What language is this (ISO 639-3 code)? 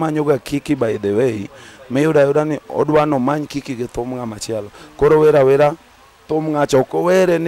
luo